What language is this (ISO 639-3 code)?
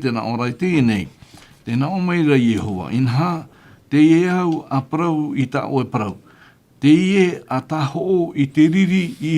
tah